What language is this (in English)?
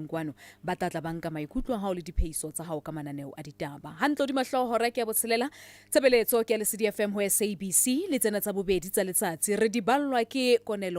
Southern Sotho